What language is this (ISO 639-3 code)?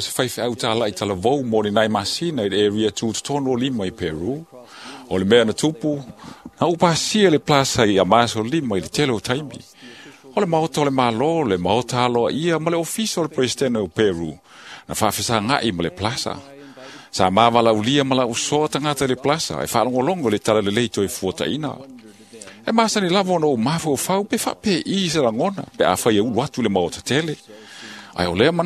smo